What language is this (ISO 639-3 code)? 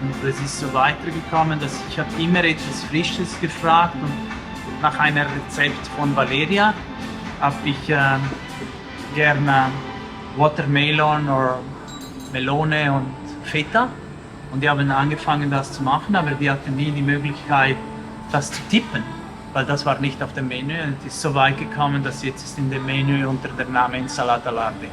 gsw